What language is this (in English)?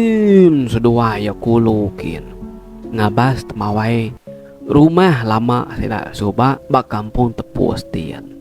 Iban